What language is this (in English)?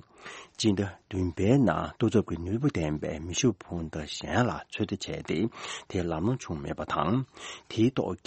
Tibetan